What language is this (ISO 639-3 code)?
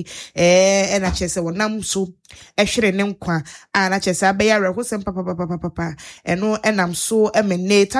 aka